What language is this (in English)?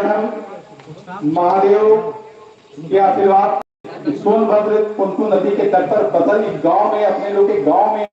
Magahi